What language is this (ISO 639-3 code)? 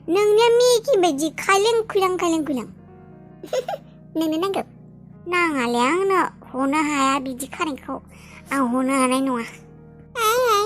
brx